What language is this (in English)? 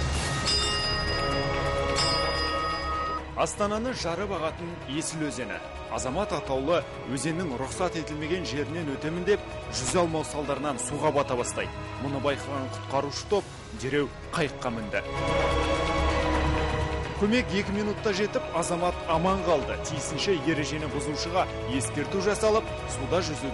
Kazakh